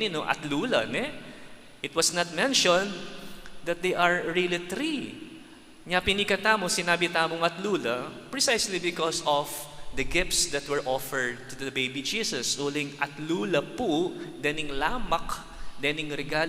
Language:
Pampanga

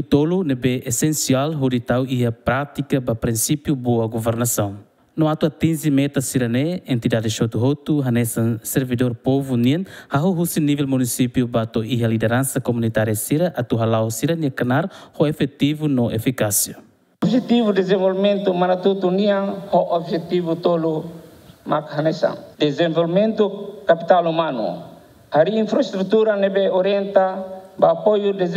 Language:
Tetum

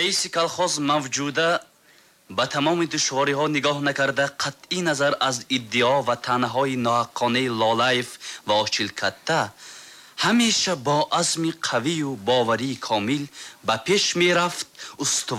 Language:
Tajik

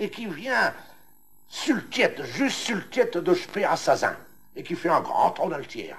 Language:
Picard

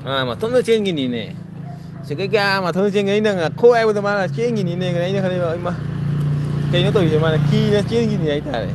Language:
Manipuri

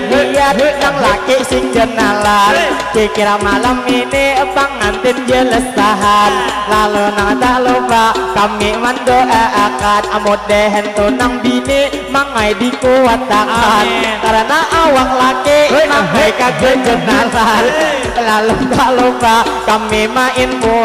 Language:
Banjar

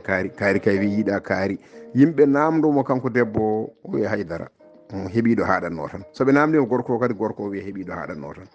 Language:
Fula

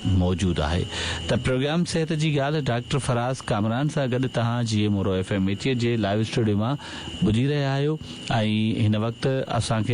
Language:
Sindhi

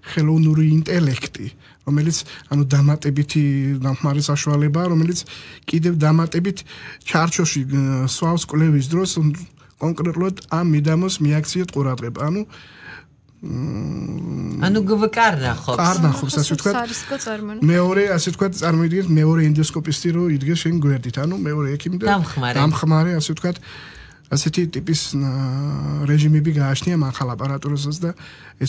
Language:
Georgian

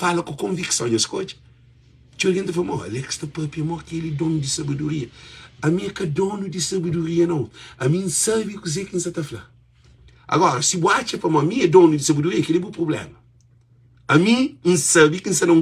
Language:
Kabuverdianu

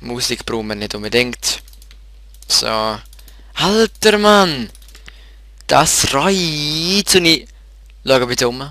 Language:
Swiss German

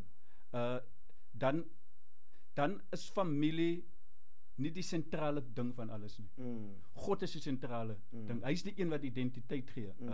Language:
Afrikaans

